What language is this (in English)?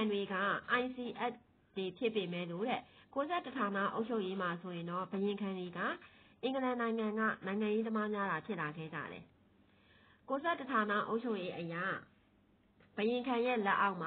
Burmese